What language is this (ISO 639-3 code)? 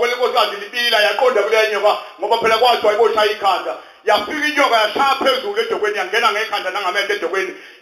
zul